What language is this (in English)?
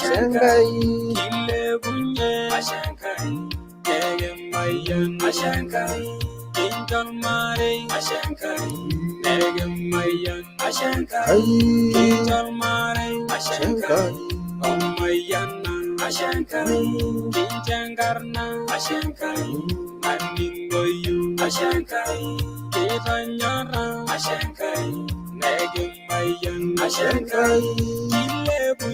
Masai